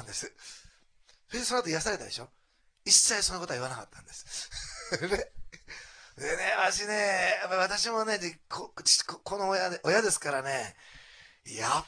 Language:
Japanese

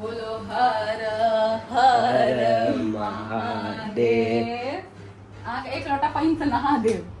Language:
Maithili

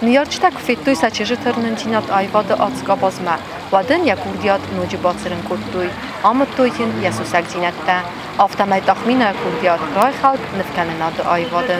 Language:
Ossetic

